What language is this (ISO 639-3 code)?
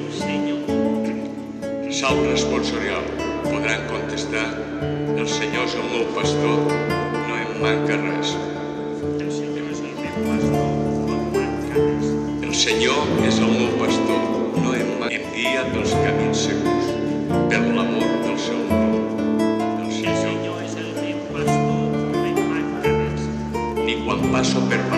cat